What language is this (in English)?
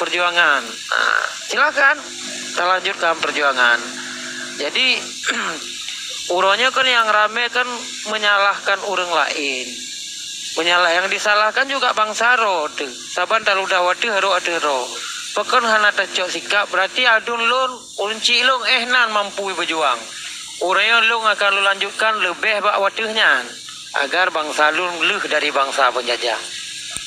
Achinese